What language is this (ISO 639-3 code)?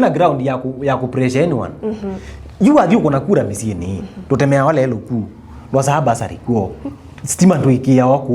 kam